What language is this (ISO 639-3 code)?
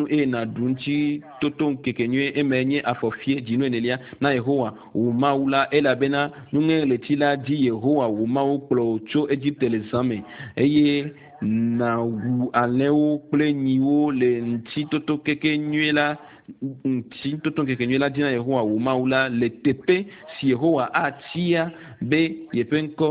ewe